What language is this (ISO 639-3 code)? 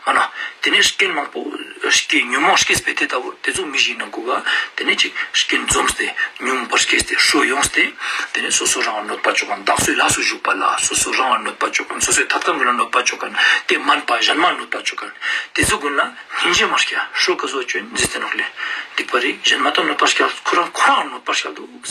lbj